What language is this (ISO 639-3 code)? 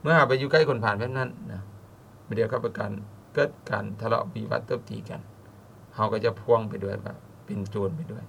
lao